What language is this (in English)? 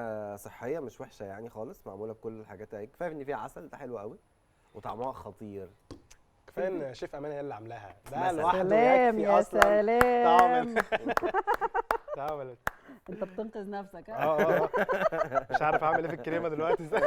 Egyptian Arabic